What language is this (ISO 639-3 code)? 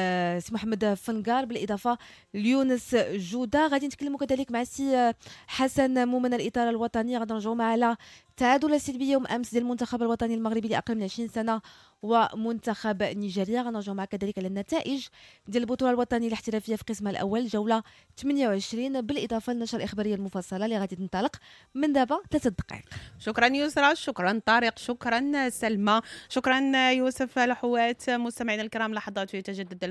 ary